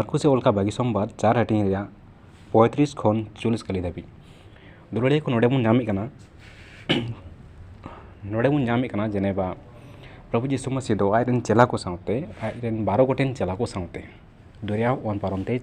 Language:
Santali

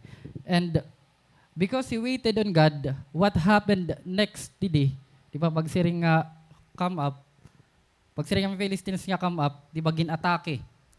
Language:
Waray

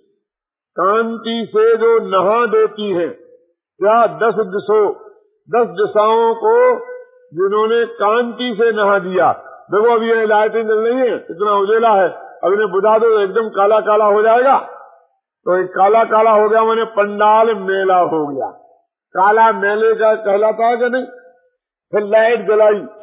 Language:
Hindi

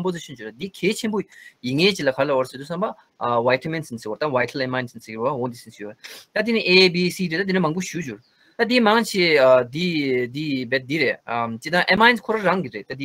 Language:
Tibetan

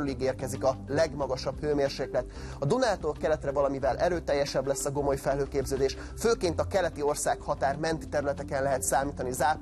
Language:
Hungarian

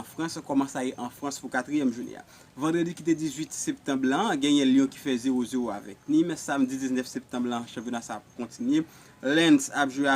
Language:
Haitian Creole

